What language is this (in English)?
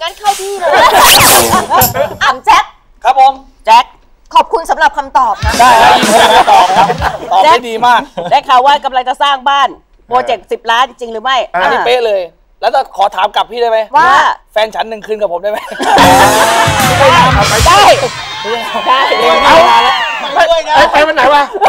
Thai